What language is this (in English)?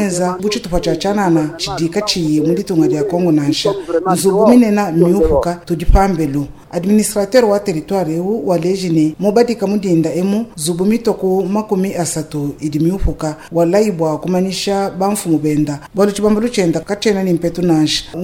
Luba-Lulua